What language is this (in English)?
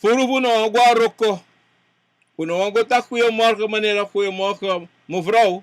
Sranan Tongo